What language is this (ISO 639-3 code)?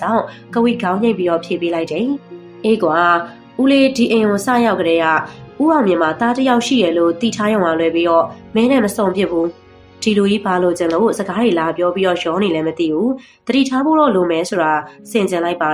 mya